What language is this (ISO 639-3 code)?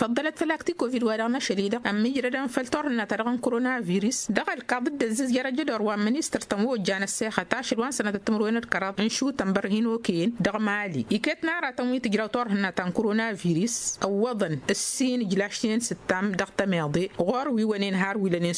taq